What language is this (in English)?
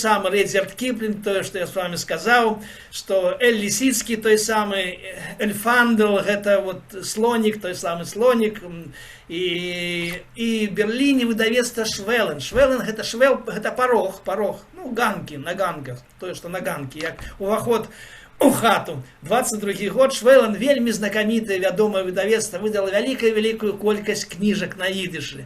Belarusian